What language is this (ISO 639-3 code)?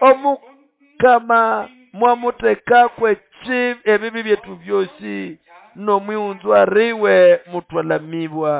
nnb